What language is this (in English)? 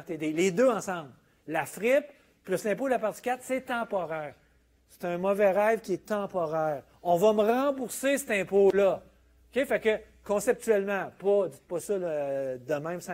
French